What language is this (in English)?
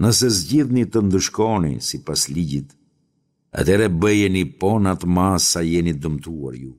Albanian